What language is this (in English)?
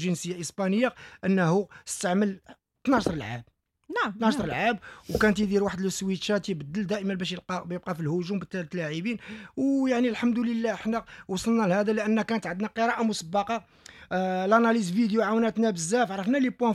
Moroccan Arabic